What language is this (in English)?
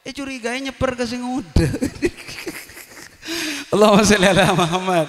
Madurese